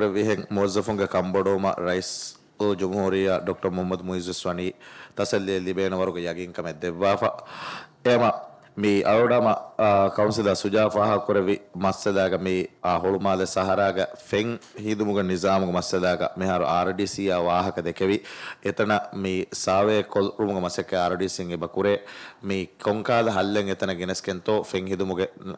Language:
Divehi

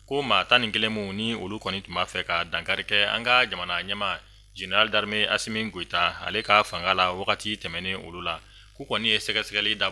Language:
Bambara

